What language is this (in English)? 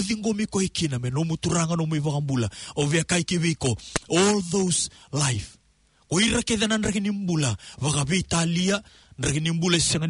Fijian